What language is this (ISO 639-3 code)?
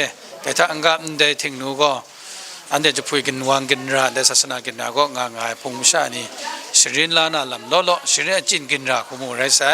kac